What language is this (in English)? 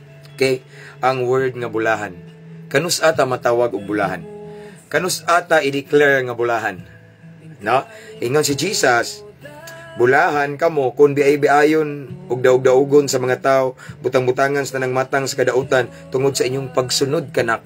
Cebuano